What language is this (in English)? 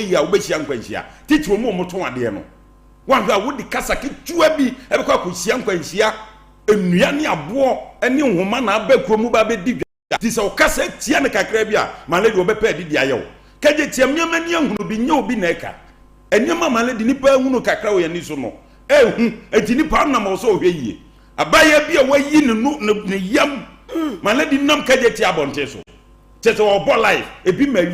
Akan